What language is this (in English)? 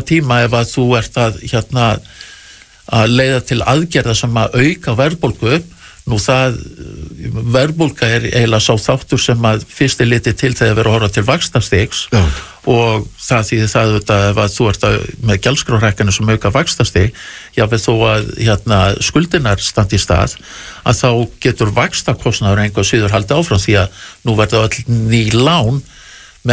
Icelandic